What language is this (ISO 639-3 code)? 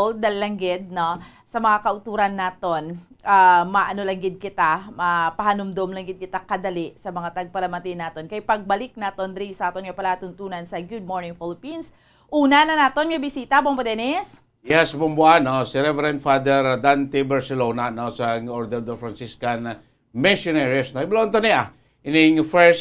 hil